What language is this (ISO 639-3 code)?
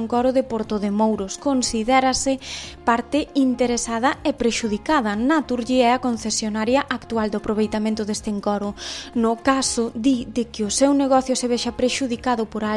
glg